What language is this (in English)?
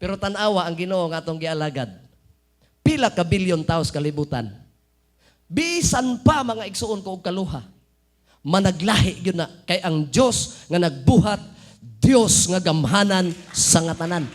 Cebuano